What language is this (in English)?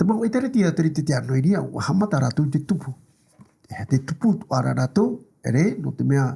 Tahitian